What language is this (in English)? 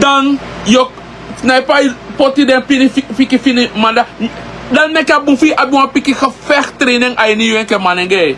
Sranan Tongo